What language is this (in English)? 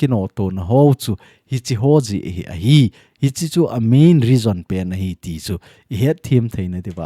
Thado Chin